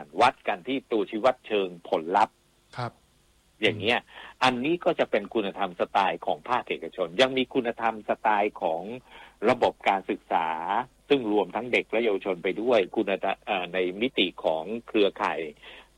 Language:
Thai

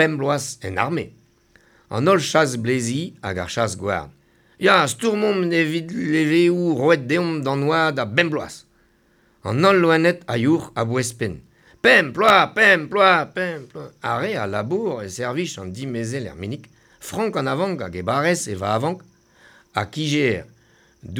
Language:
Breton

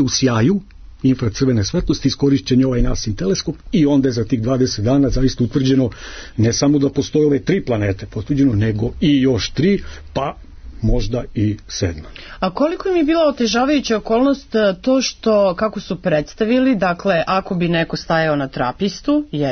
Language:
Serbian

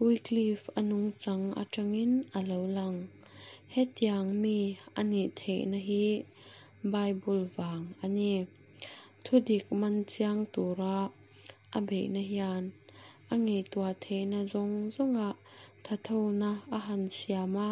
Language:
Mizo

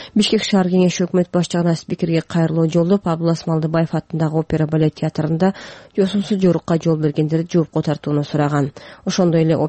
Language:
Kyrgyz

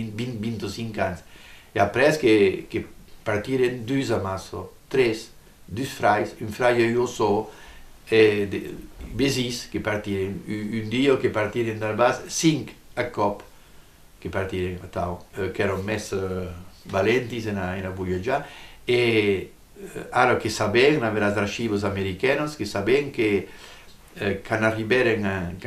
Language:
Occitan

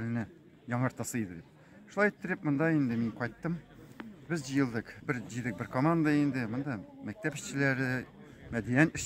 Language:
Tatar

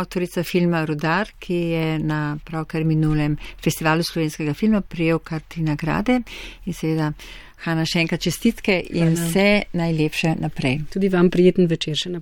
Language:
Slovenian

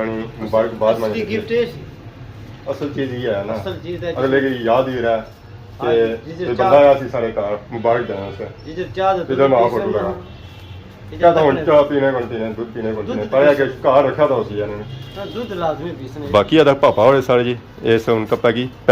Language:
Pahari-Potwari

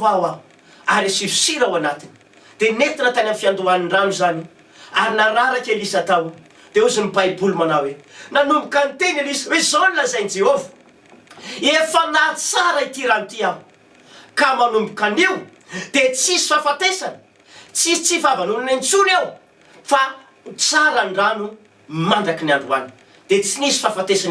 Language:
Malagasy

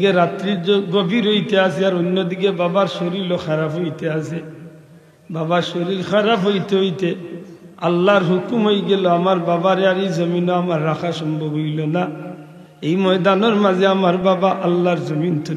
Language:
Sylheti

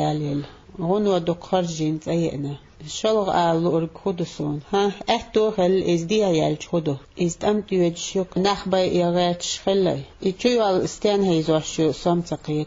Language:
Chechen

